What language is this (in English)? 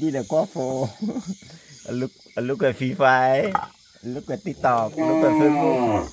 S'gaw Karen